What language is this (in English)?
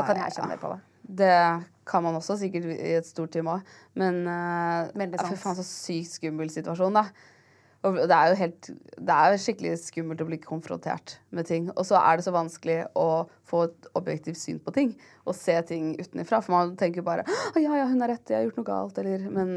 Norwegian